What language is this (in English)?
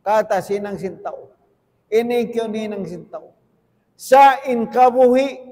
Tausug